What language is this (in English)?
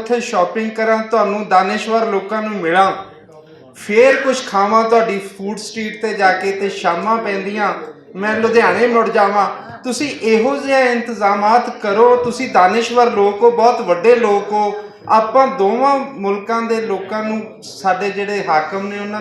Western Panjabi